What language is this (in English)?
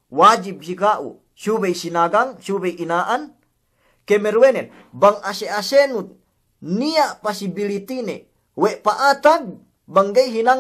Yakan